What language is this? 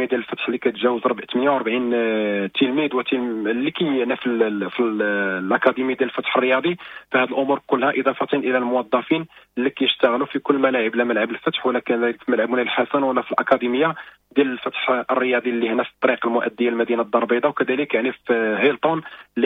Moroccan Arabic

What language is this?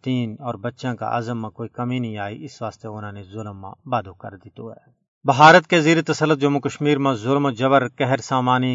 Gujari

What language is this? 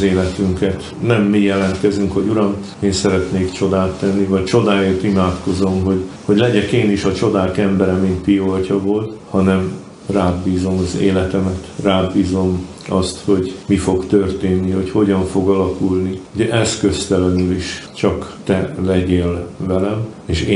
Hungarian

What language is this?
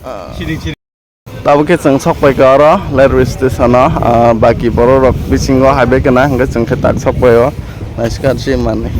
Kok Borok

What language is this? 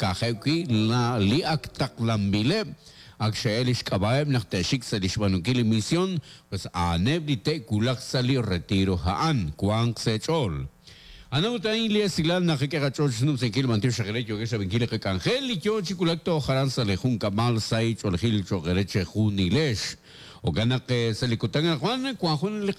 Kekchí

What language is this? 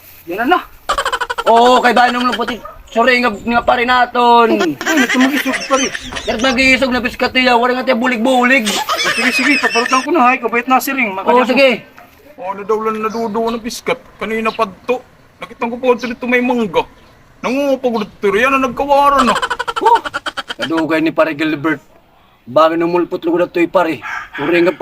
Waray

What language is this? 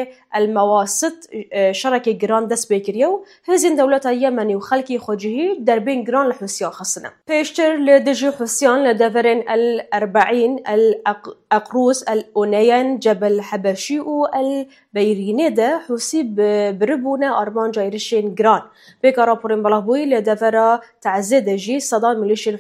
Kurdish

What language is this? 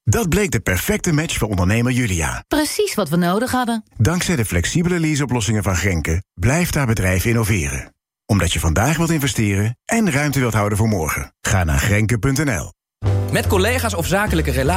Dutch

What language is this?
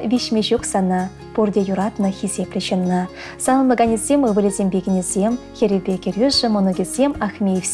Chuvash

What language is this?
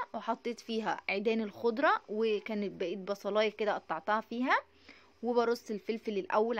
Egyptian Arabic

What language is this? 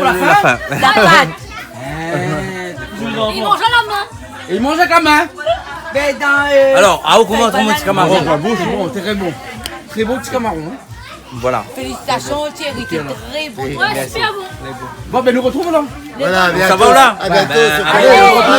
Réunion Creole French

